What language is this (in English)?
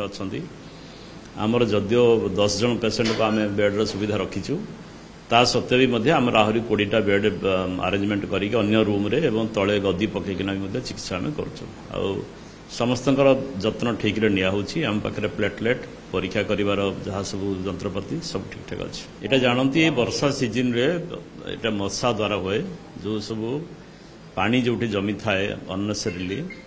Odia